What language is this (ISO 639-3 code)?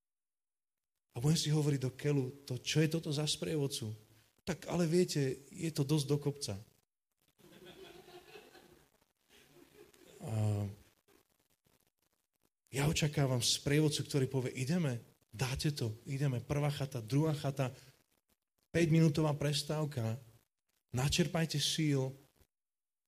slk